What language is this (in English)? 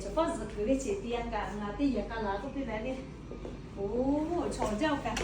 Lahu